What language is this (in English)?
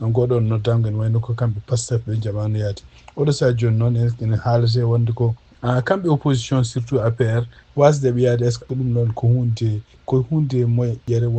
Fula